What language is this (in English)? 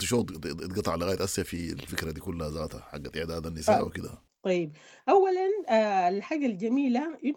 Sudanese Arabic